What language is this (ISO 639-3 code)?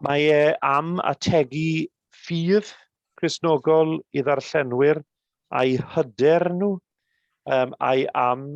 cym